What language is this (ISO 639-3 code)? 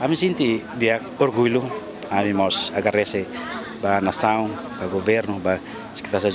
tet